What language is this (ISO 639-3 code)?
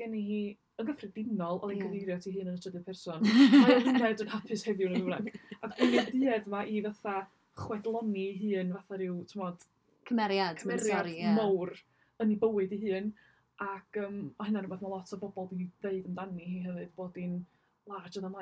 cym